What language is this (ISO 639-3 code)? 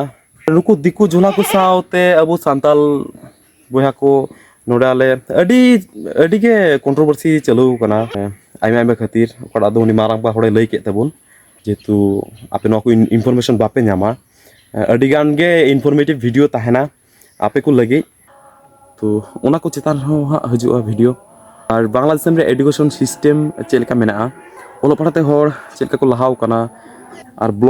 sat